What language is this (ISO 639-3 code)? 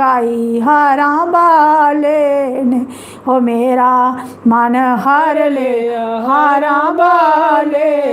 doi